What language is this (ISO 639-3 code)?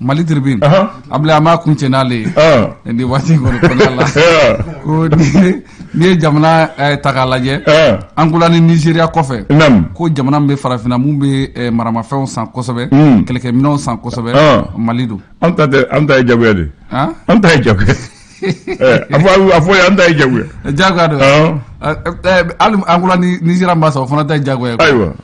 bam